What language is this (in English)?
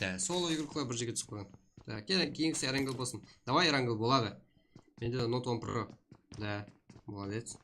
Kara-Kalpak